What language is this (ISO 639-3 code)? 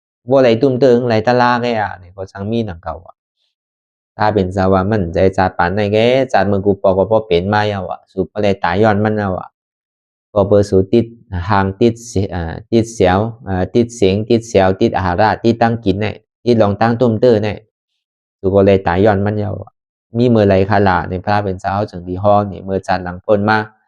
shn